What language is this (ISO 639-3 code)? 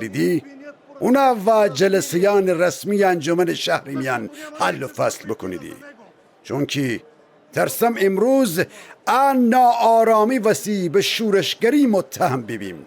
glk